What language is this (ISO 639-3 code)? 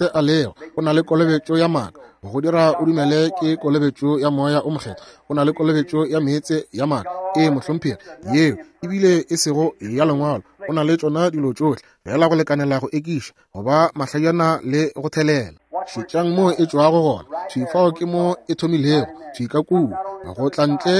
nso